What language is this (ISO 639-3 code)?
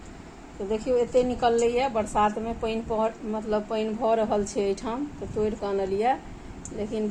mai